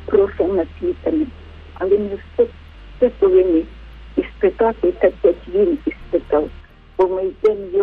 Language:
Ukrainian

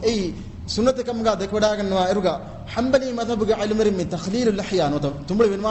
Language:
Divehi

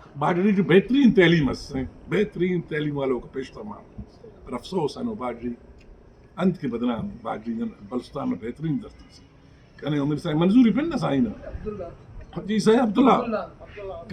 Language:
Brahui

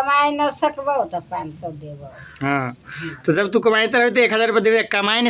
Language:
Maithili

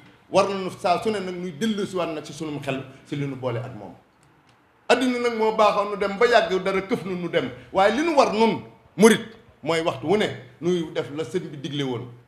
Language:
Wolof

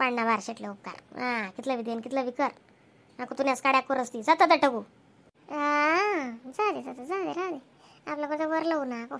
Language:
Khandesi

